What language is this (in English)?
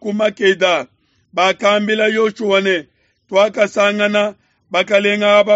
Luba-Lulua